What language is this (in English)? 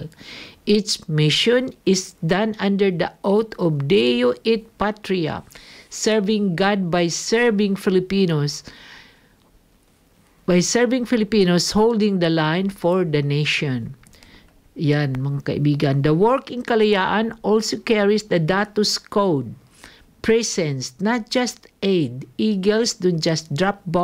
Filipino